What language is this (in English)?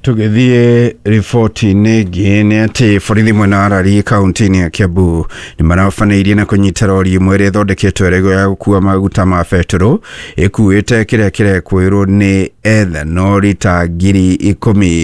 Kikuyu